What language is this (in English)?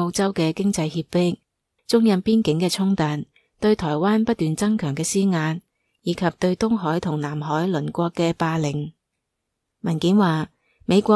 Cantonese